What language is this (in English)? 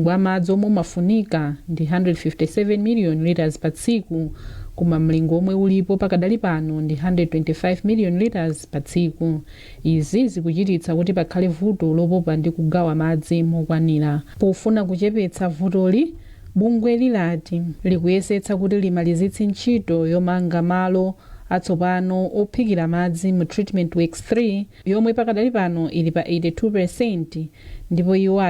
Nyanja